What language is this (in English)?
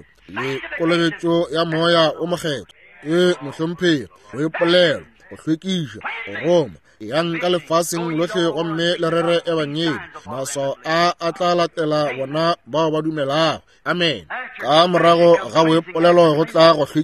Northern Sotho